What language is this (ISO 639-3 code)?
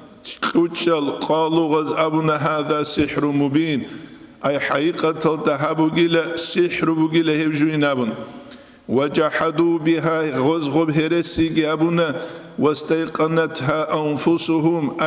ava